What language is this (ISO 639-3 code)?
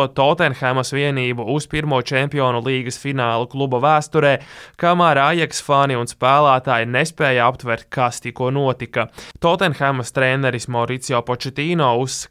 lav